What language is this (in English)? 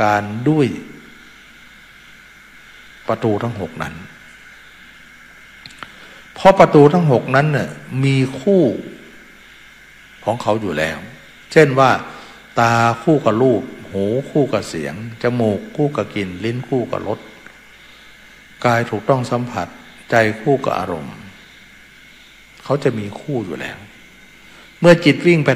Thai